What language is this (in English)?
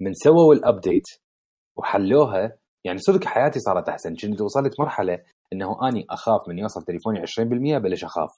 Mesopotamian Arabic